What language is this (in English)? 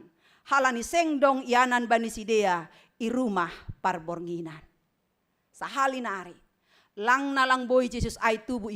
Batak Simalungun